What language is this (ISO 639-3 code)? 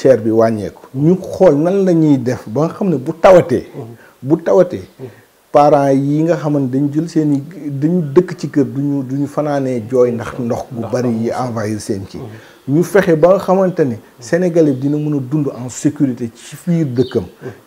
wol